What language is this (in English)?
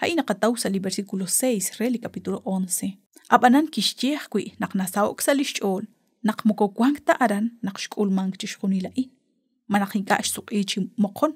Kekchí